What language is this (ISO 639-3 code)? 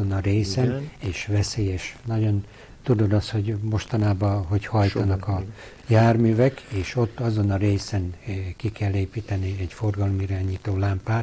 hun